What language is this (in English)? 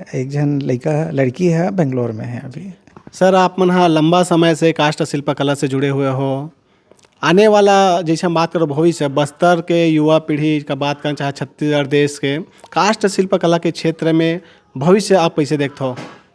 Chhattisgarhi